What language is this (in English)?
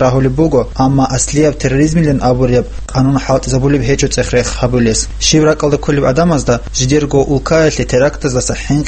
Avaric